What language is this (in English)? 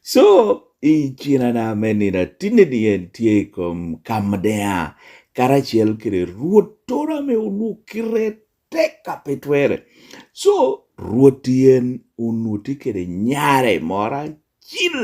Lango (Uganda)